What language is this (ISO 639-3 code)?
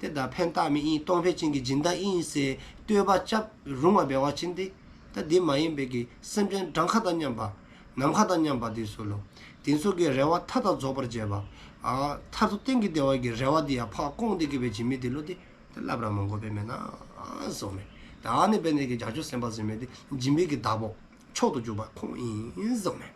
dzo